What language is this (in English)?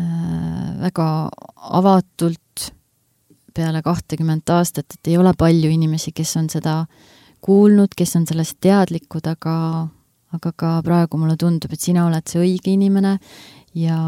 Estonian